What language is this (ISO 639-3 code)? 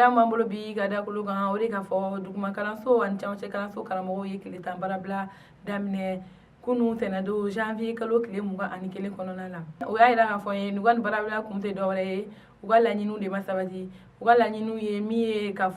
bam